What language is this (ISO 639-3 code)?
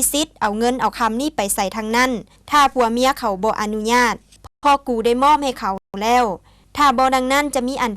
lao